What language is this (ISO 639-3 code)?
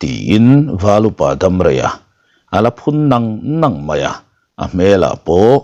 lus